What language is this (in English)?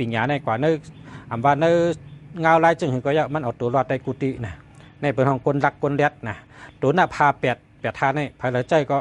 Shan